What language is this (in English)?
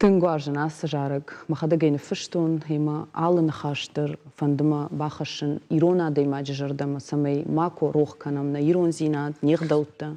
Ossetic